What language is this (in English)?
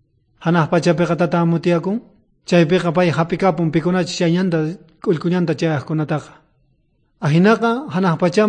South Bolivian Quechua